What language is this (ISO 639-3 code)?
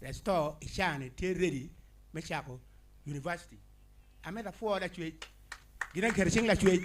ach